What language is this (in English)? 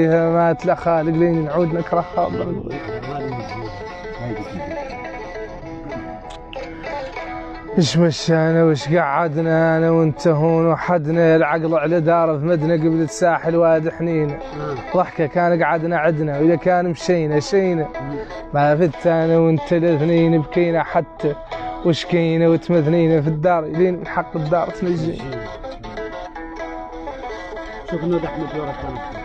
Hassaniyya